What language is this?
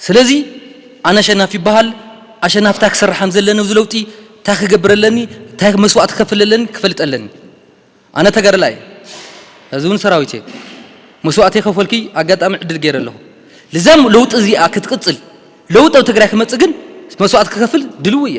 Tigrinya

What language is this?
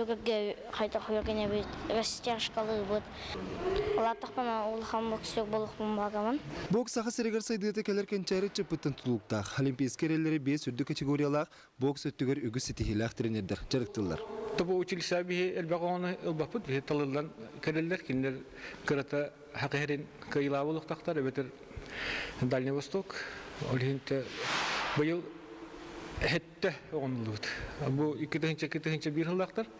Yakut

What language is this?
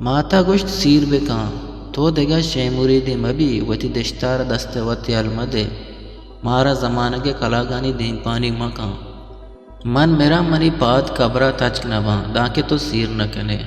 Eastern Balochi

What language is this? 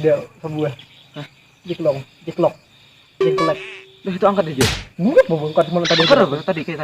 Banjar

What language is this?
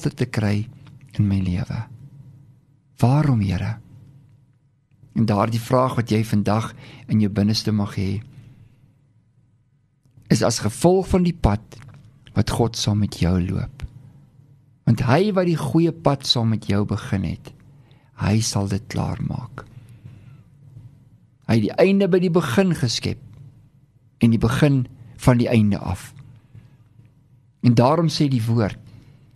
Afrikaans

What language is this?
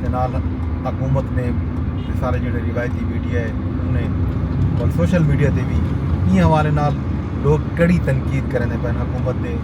Saraiki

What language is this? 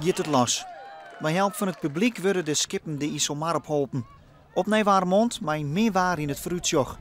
Western Frisian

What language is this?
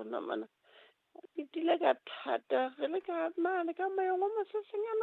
Southern Sotho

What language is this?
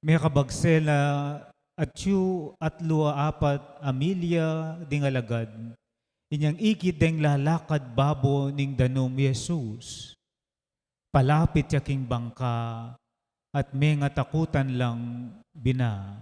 Pampanga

